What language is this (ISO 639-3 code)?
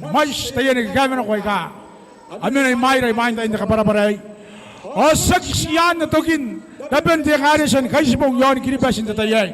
gil